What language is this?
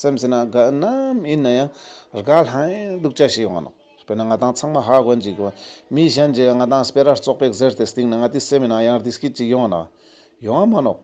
Ladakhi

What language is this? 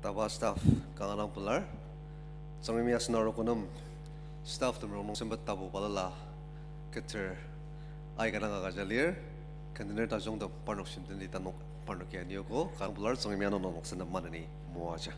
Ao Naga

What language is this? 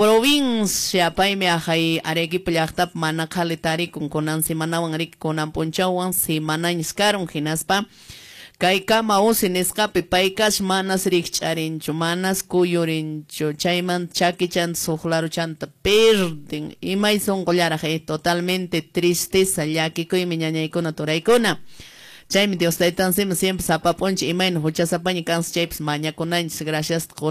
Quechua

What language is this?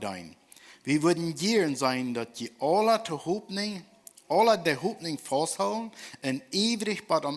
Plautdietsch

